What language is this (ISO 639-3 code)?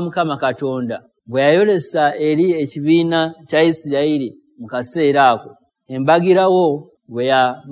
lug